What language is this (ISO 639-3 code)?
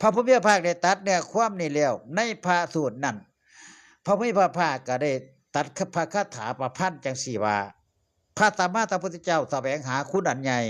tts